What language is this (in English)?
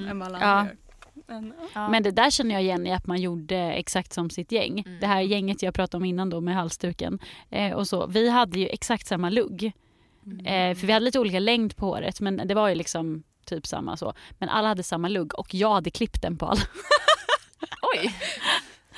Swedish